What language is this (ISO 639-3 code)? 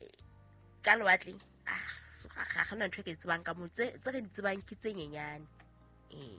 sot